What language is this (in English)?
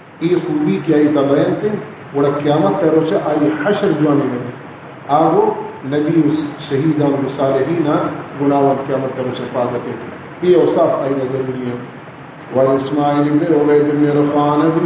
Baluchi